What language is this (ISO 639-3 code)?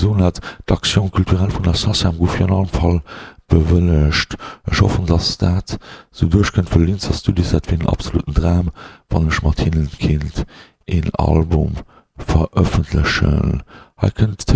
ltz